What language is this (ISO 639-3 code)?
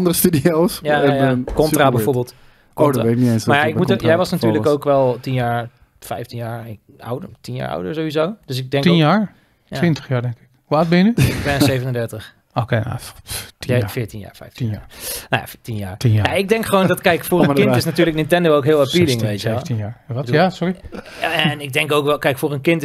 nld